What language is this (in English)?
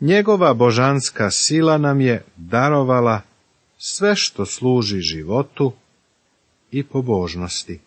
Serbian